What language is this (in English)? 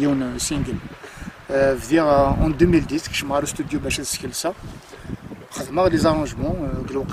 Kabyle